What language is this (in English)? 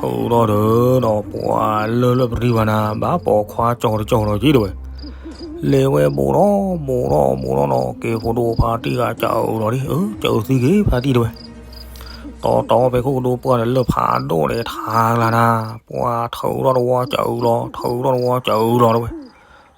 S'gaw Karen